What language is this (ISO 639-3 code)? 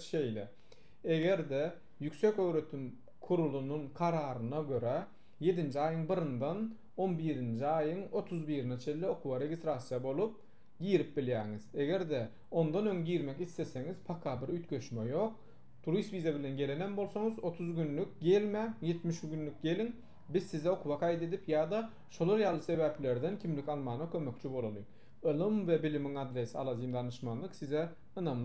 tuk